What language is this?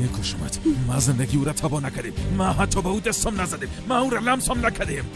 Tajik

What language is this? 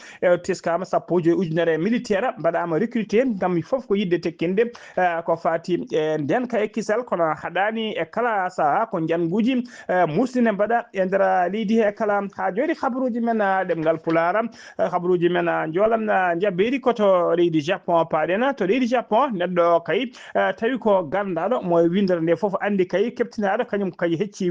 Fula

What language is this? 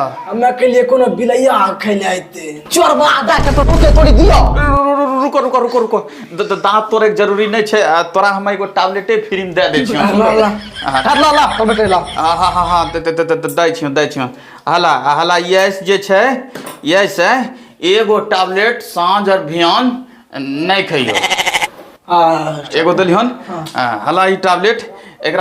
Maithili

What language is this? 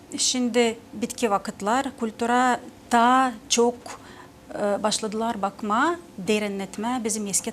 Gagauz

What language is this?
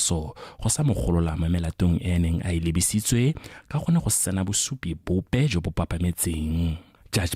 Tswana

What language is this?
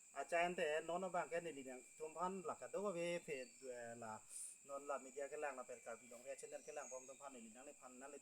Karbi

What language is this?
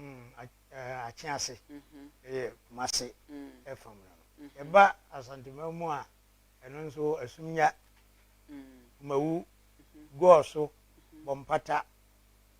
Akan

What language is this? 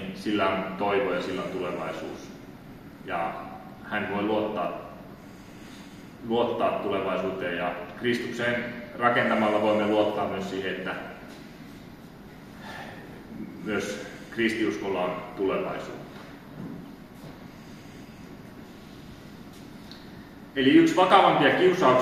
Finnish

